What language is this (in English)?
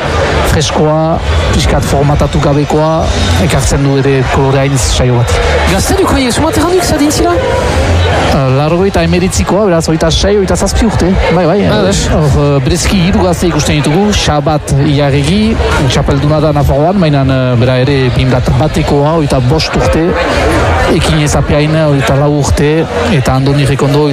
Basque